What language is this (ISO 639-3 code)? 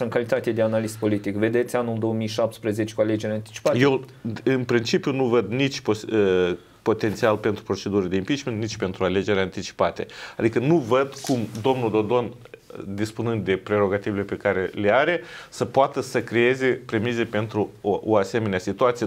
ron